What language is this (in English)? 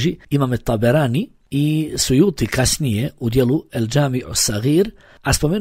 Bosnian